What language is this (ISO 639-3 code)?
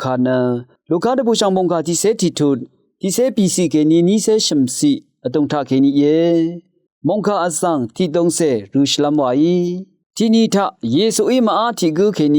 raw